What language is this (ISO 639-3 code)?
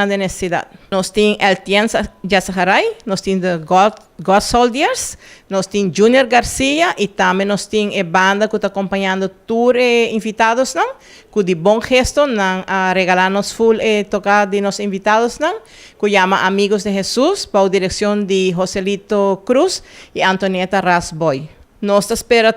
pap